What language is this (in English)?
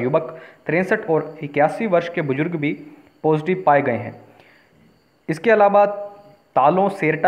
Hindi